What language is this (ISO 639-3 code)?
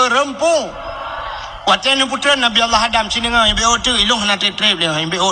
ace